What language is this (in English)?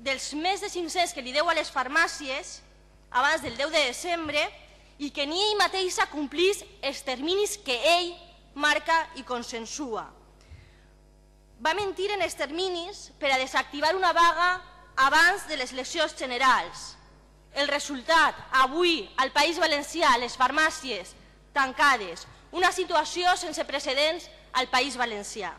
Catalan